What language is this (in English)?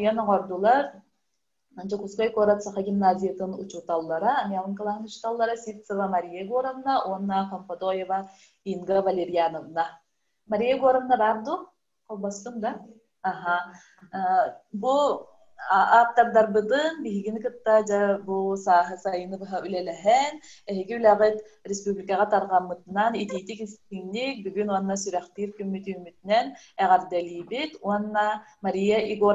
Yakut